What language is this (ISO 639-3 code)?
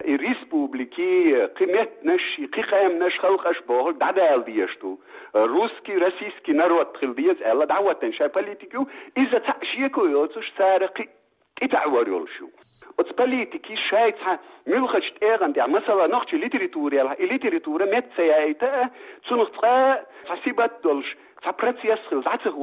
che